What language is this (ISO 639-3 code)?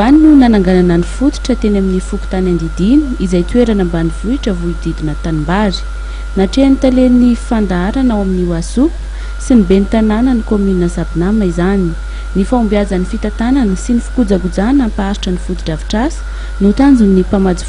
mlg